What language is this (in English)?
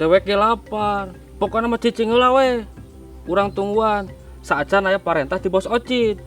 Sundanese